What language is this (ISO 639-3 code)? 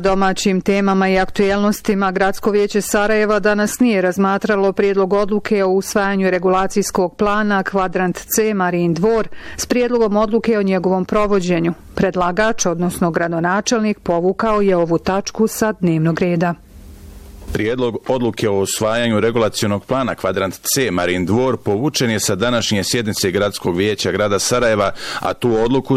bos